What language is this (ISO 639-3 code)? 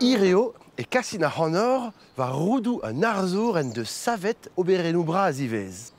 bre